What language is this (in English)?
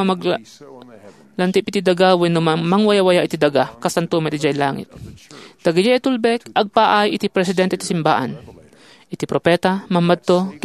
Iloko